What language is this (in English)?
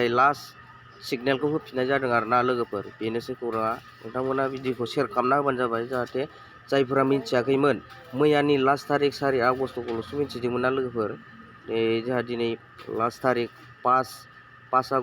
Bodo